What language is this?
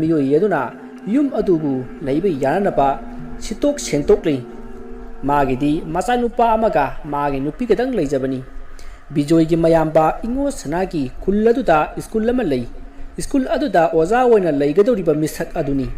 Manipuri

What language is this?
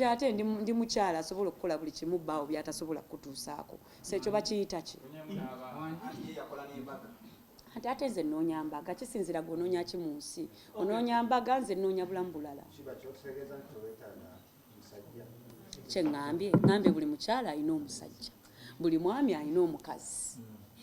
Ganda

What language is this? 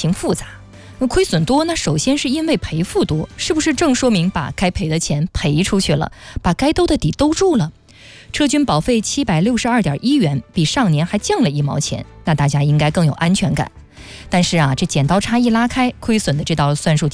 Chinese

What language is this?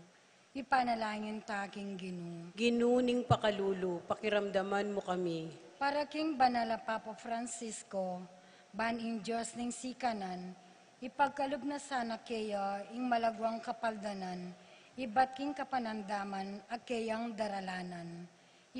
Pampanga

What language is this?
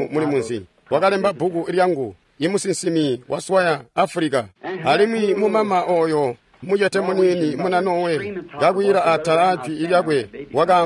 Tonga (Zambia)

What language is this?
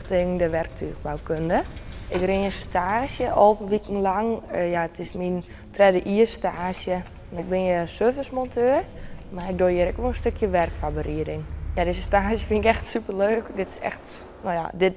Western Frisian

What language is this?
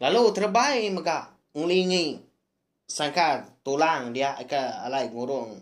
Iban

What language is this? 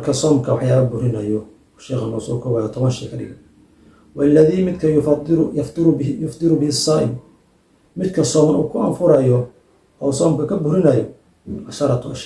Somali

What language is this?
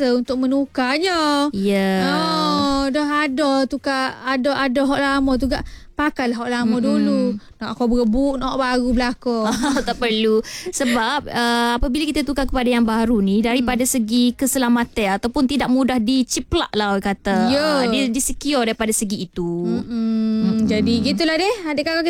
Malay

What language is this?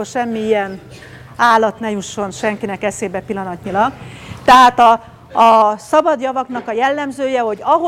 Hungarian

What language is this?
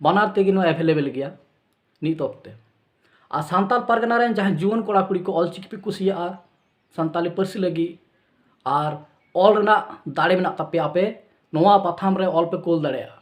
Santali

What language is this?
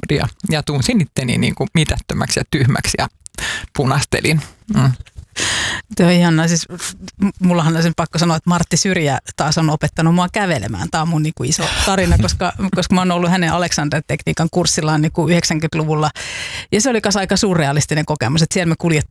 Finnish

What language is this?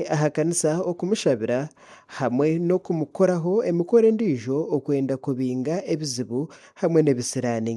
Nyankole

